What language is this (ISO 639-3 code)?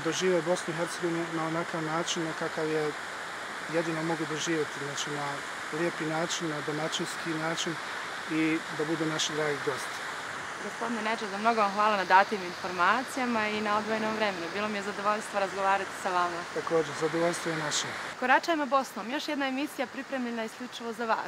bos